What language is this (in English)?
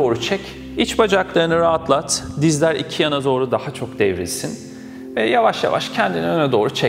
Turkish